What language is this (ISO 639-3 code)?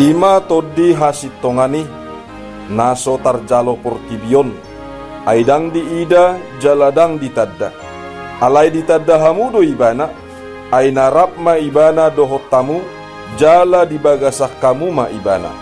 bbc